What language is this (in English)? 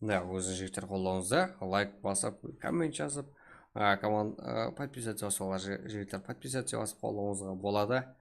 Kara-Kalpak